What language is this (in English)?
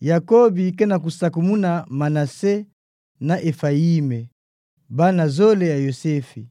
Kituba (Democratic Republic of Congo)